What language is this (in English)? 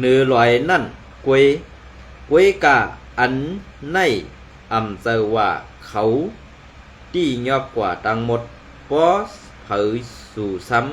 Shan